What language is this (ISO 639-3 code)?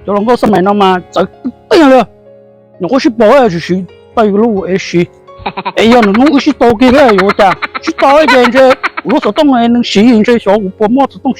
hmn